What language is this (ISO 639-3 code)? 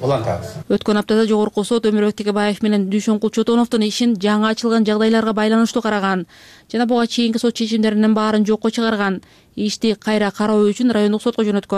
kir